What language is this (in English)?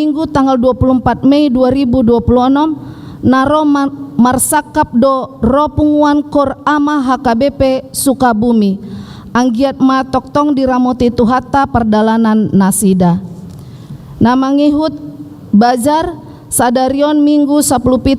Batak Toba